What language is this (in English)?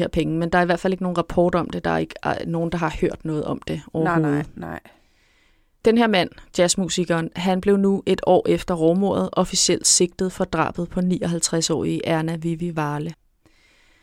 Danish